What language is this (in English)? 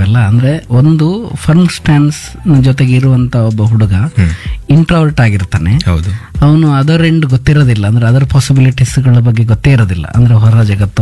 Kannada